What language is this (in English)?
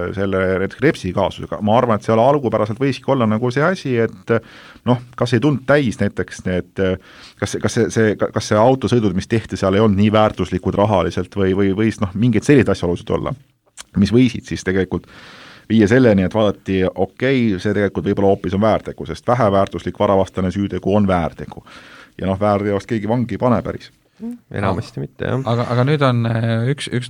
Estonian